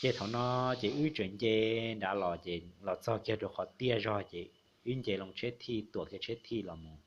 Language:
Hmong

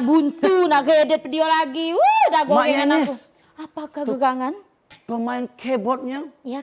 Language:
Musi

